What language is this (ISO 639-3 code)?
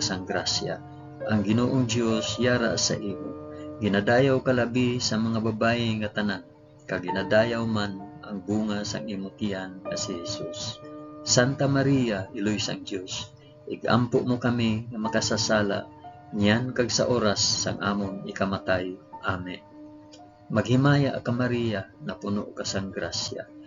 hil